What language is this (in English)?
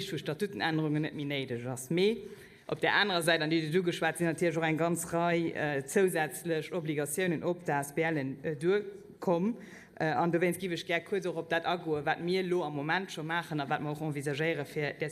Luxembourgish